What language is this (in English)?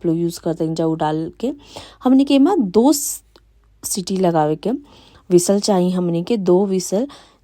Bhojpuri